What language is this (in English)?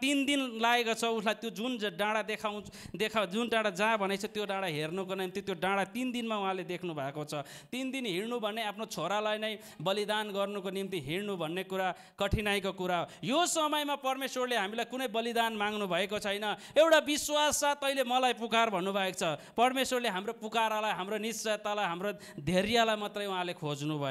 Nepali